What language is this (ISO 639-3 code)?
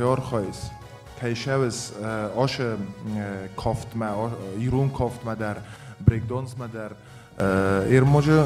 oss